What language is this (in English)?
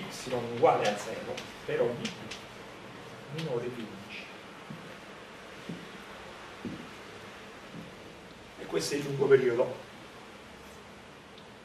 Italian